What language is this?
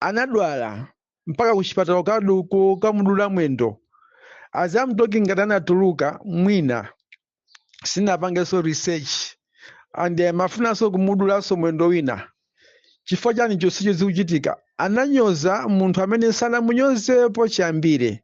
Nyanja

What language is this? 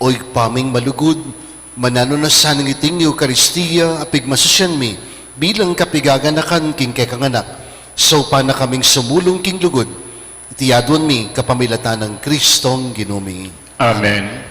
Pampanga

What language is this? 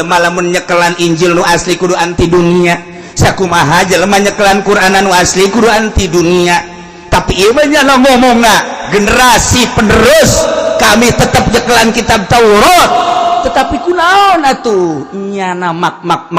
Sundanese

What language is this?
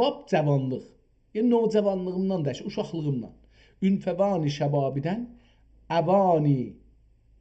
South Azerbaijani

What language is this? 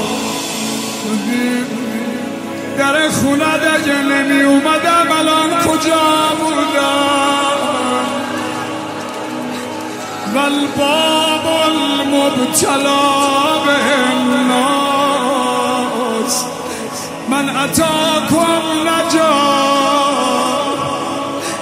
Persian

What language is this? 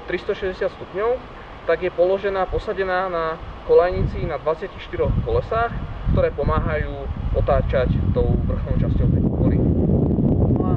Slovak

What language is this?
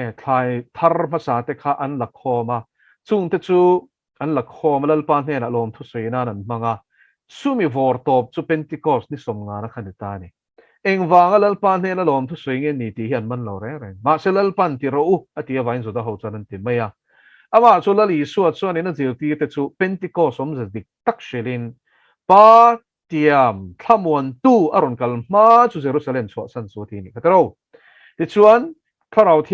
Mizo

